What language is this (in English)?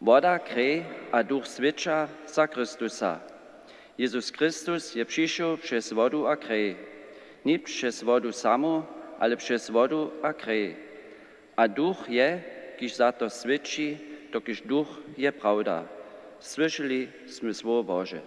Upper Sorbian